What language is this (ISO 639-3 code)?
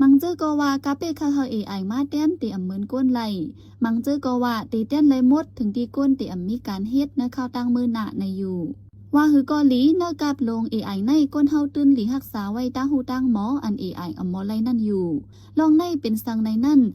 shn